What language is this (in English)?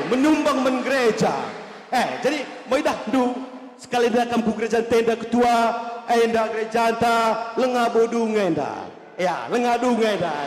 Batak Karo